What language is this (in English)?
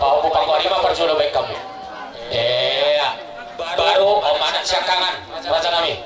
Batak Toba